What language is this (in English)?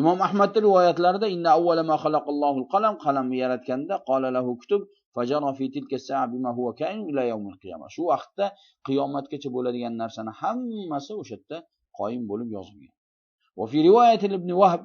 Uzbek